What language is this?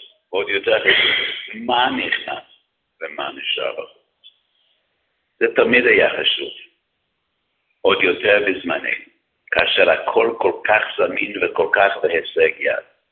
Hebrew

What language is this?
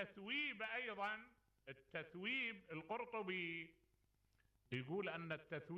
Mesopotamian Arabic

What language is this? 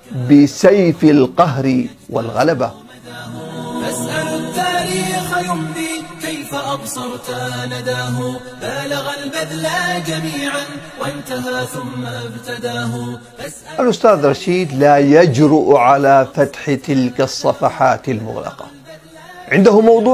Arabic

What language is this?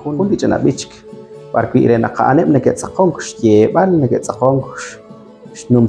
Kekchí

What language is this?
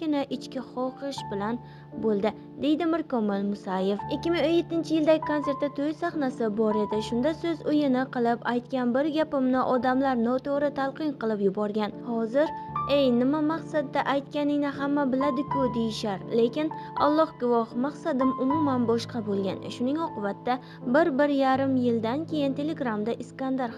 Uzbek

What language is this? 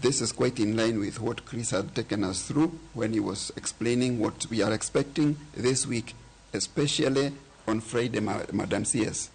Luo (Kenya and Tanzania)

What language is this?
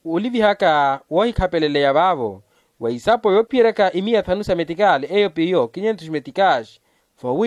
Makhuwa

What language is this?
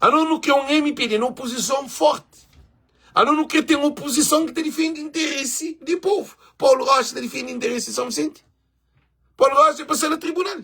Kabuverdianu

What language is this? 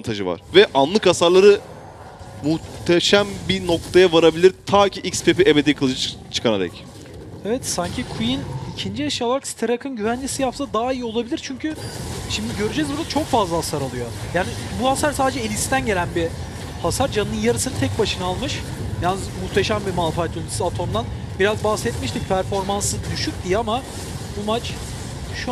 Turkish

